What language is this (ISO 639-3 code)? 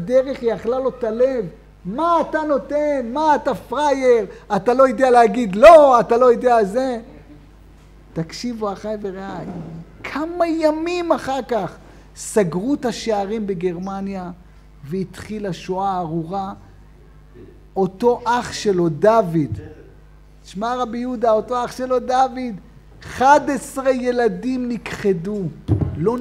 heb